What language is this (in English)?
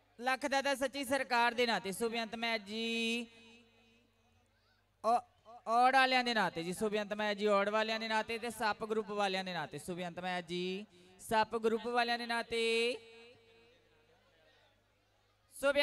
Punjabi